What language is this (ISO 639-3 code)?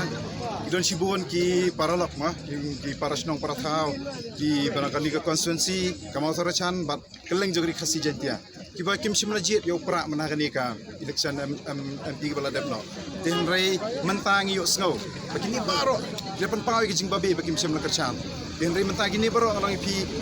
kha